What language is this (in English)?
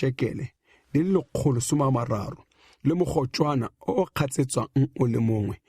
Tswana